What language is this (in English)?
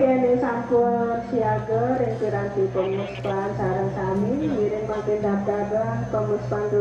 Balinese